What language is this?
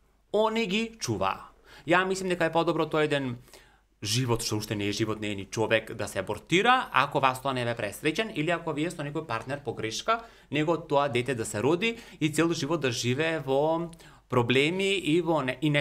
Macedonian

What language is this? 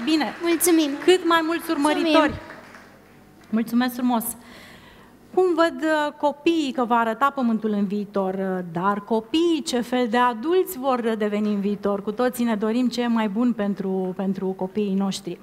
Romanian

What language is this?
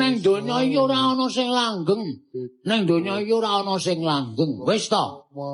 Javanese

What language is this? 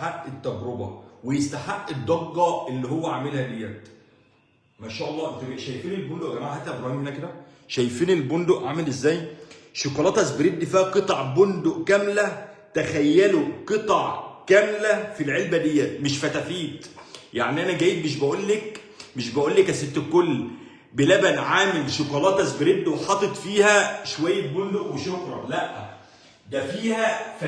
Egyptian Arabic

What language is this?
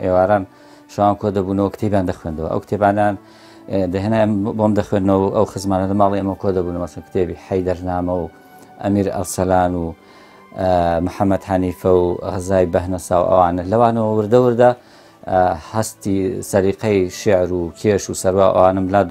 Central Kurdish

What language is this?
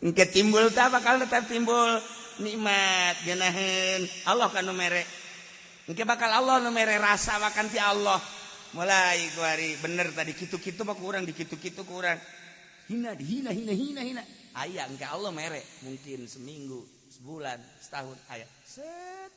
Sundanese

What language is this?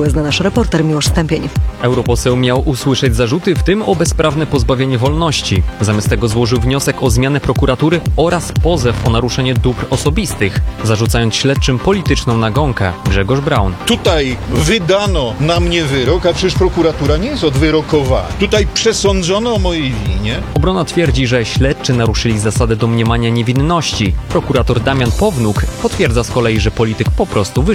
Polish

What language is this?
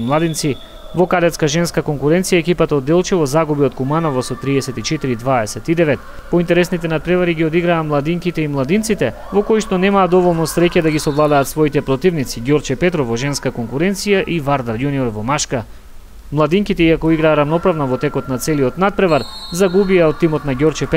Macedonian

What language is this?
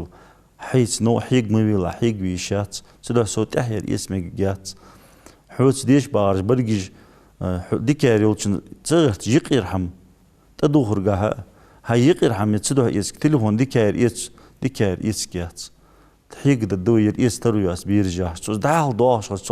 Ingush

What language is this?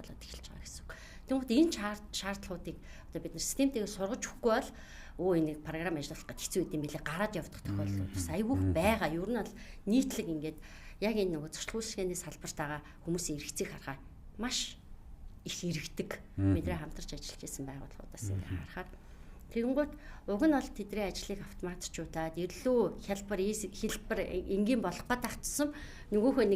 Mongolian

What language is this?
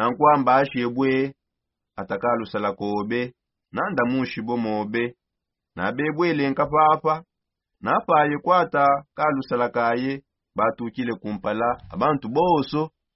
Songe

